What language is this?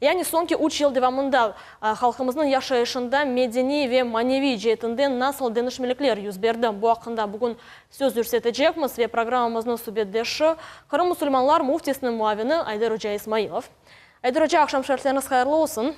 Crimean Tatar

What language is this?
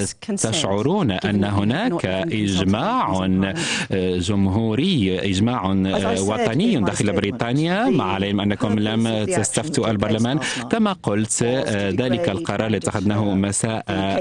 Arabic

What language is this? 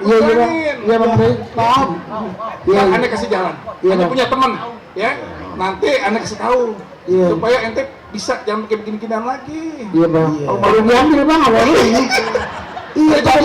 Betawi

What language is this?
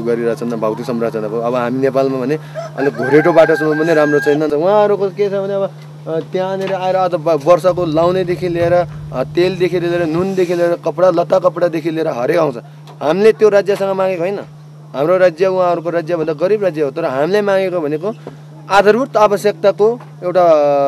Nepali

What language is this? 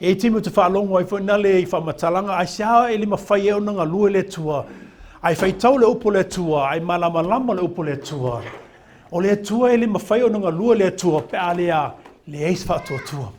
Samoan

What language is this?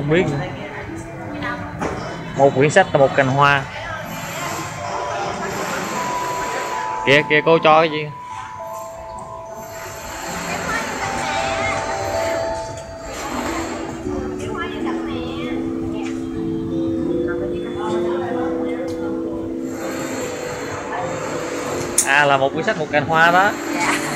Vietnamese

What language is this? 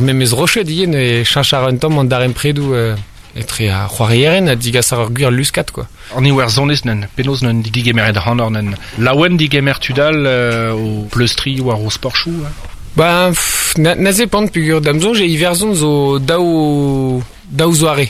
Breton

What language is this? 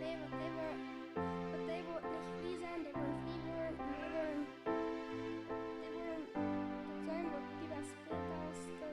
Plautdietsch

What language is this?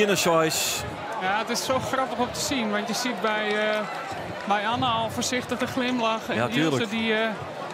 Western Frisian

